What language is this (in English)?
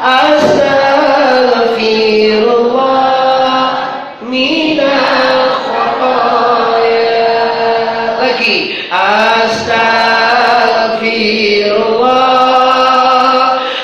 Minangkabau